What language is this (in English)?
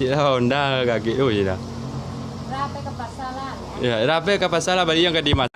Minangkabau